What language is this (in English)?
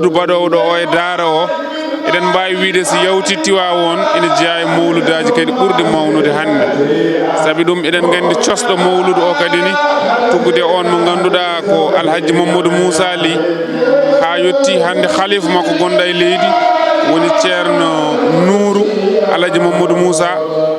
Fula